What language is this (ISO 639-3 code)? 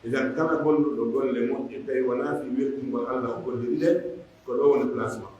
fuf